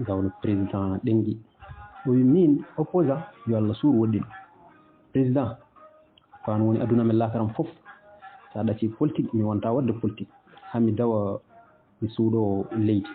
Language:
Fula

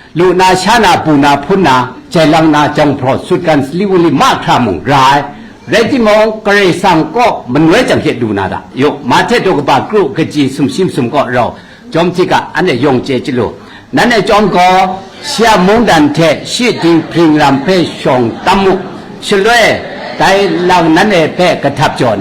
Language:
Kachin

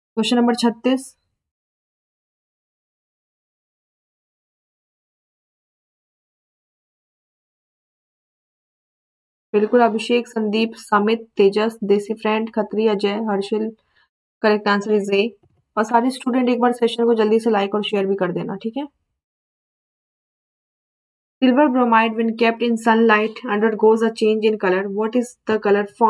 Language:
Hindi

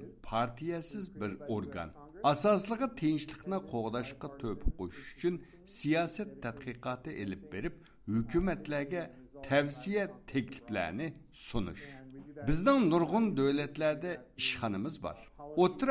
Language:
Uyghur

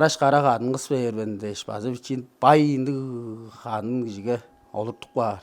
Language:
Tuvinian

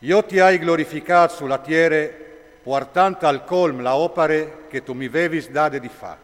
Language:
Friulian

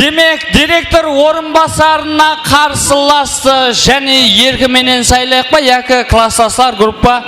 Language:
Kara-Kalpak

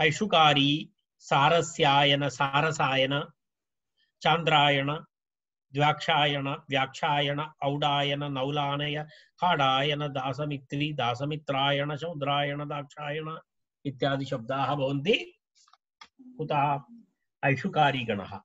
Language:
Sanskrit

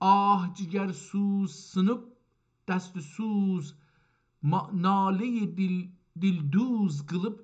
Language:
South Azerbaijani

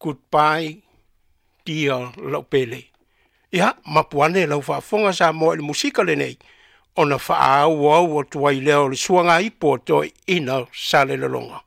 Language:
Samoan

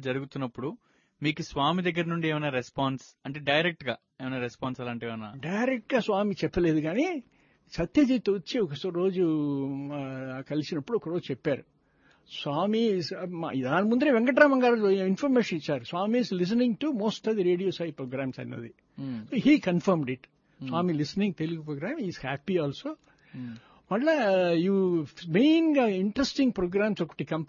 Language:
Telugu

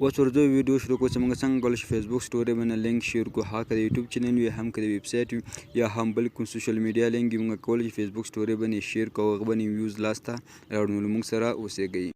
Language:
Pashto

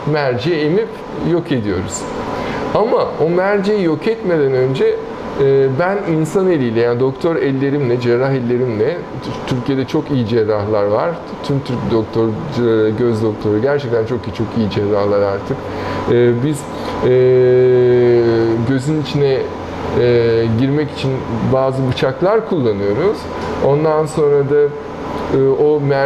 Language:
Turkish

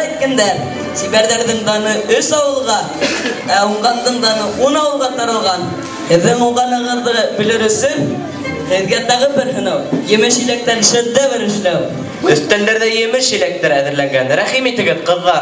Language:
Bashkir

